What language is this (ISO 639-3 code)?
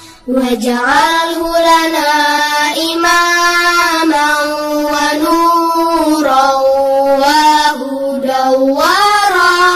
ara